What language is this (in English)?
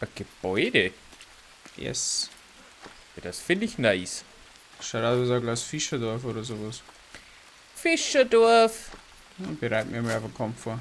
Bavarian